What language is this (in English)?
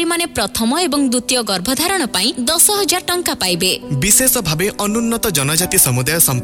Odia